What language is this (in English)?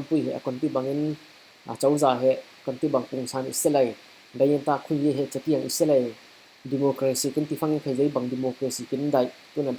Falam Chin